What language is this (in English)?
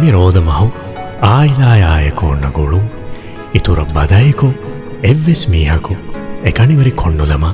Divehi